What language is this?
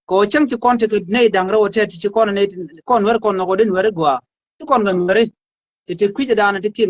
Nuer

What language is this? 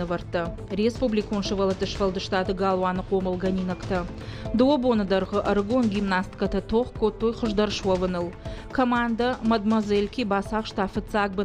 Ossetic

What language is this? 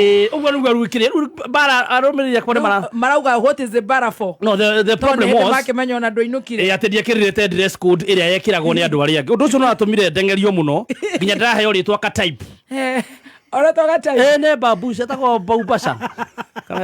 Kikuyu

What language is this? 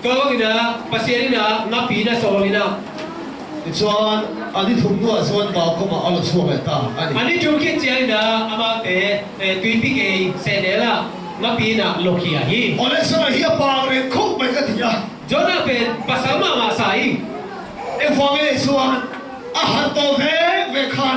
Tedim Chin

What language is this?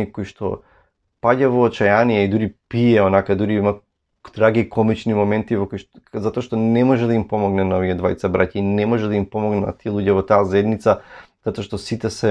Macedonian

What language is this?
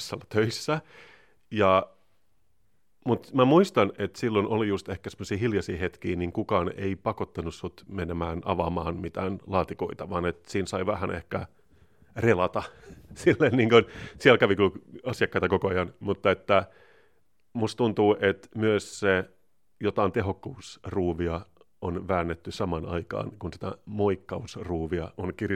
Finnish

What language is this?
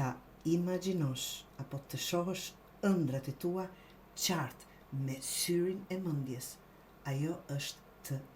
Albanian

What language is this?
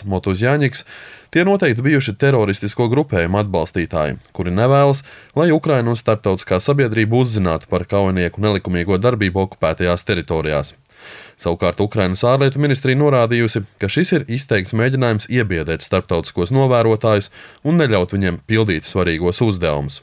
Latvian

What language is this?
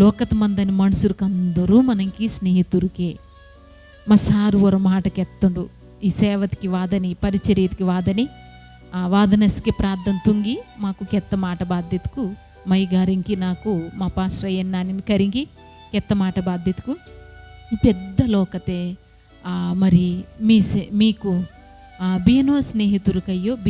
Koya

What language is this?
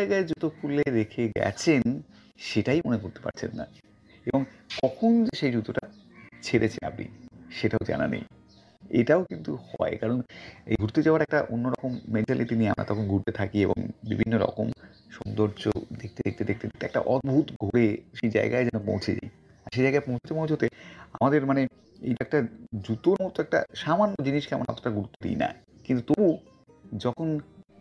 Bangla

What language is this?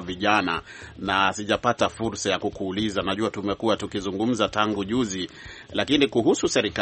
Swahili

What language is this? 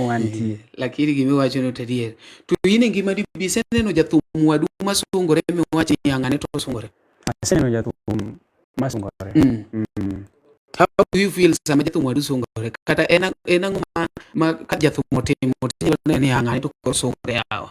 Luo (Kenya and Tanzania)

